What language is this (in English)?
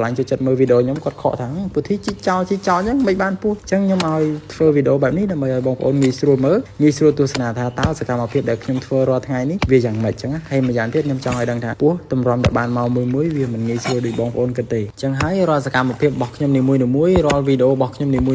Khmer